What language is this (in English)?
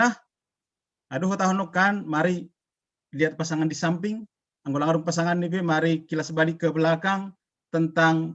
Batak Simalungun